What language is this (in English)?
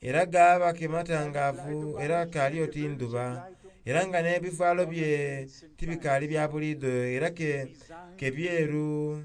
Soga